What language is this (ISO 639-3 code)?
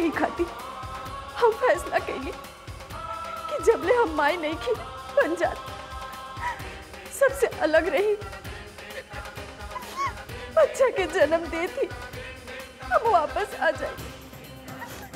bho